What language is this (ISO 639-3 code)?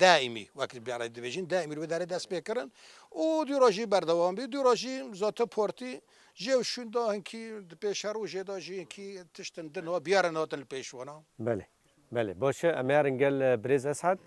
kur